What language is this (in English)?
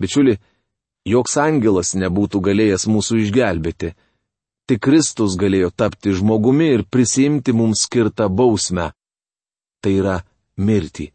Lithuanian